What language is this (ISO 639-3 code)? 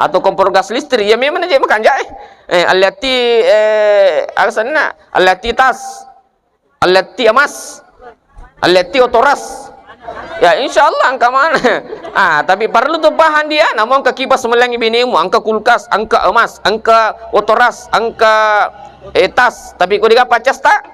bug